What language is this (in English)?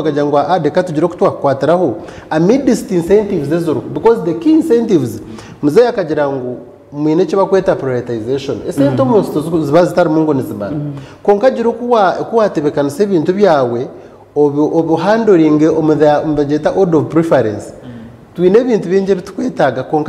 Nyankole